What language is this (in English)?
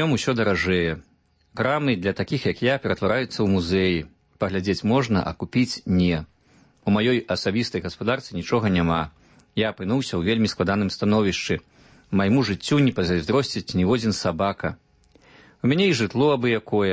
Belarusian